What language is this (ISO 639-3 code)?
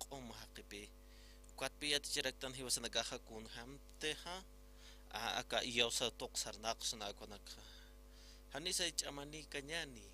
aym